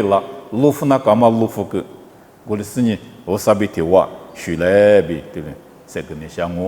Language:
Lisu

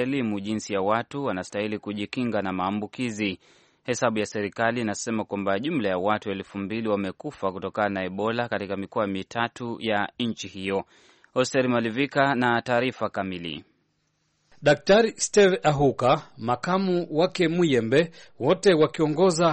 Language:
Swahili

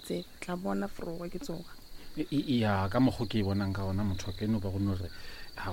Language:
Northern Sotho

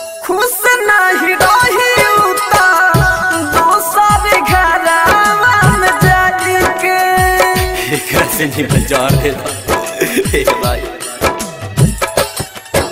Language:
Bhojpuri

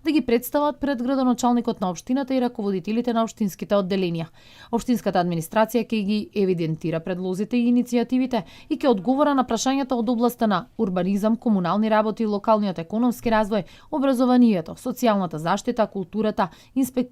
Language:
Macedonian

